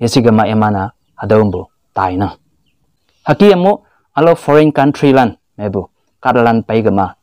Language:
Konyak Naga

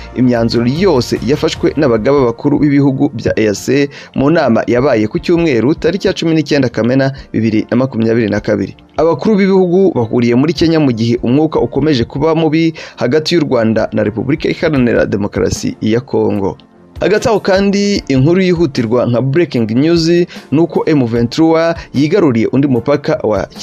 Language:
Kinyarwanda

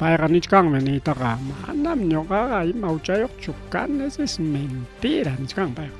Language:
Ayacucho Quechua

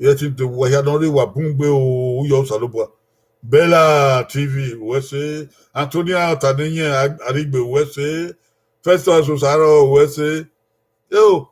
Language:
Bini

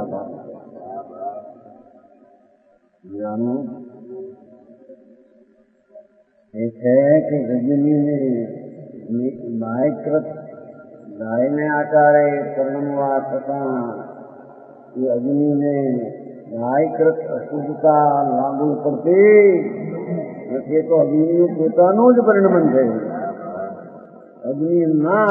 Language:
Gujarati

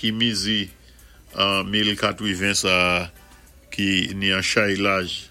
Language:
Saint Lucian Creole French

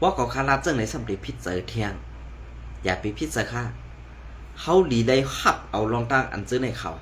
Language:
Shan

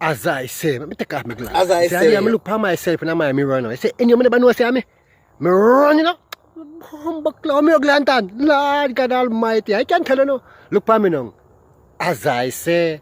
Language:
Jamaican Creole English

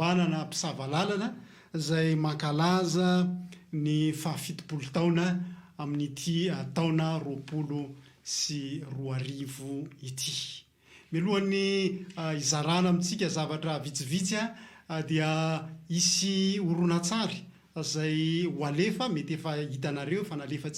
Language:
Malagasy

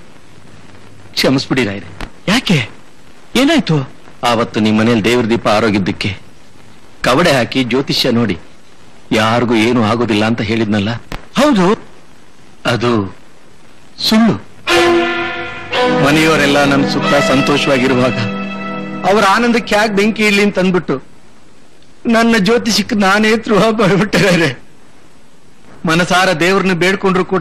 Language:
Kannada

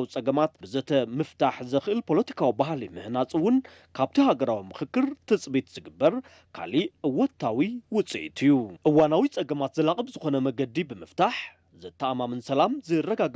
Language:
Tigrinya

